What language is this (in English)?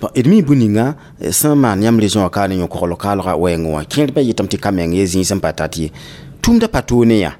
Mossi